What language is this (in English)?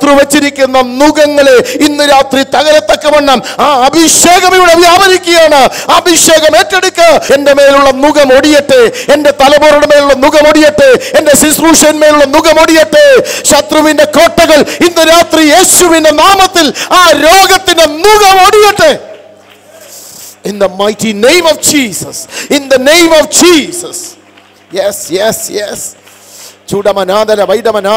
Malayalam